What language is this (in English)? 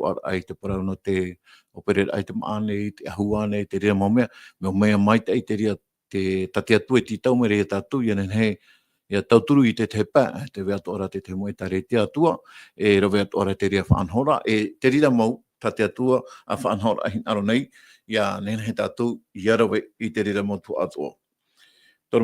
Tahitian